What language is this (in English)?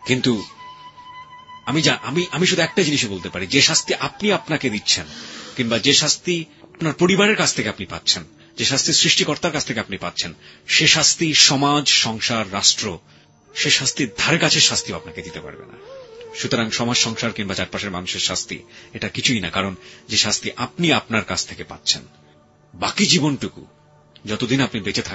Bangla